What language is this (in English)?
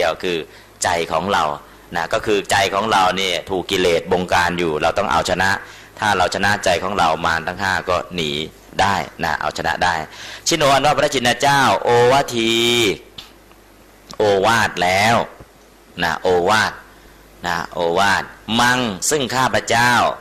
Thai